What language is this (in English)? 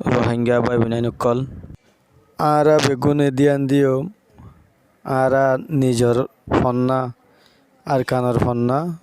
Rohingya